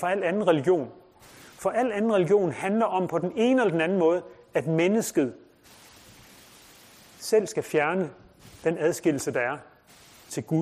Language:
Danish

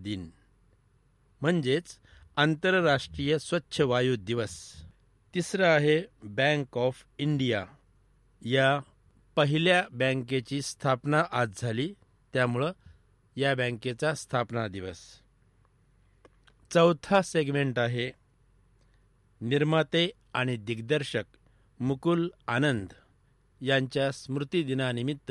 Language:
Marathi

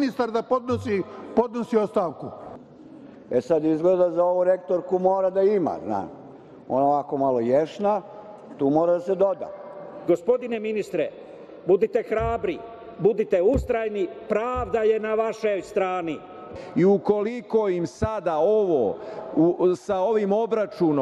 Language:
Serbian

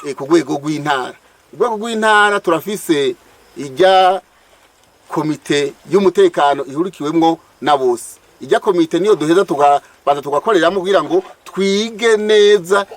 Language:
Rundi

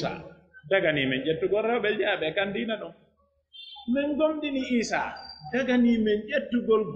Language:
Pular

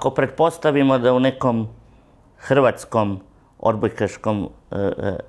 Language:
Croatian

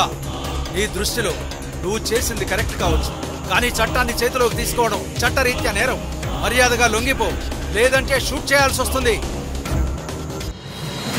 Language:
Telugu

